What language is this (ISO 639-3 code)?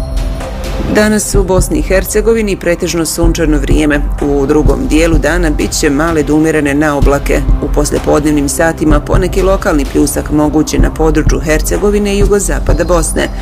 bos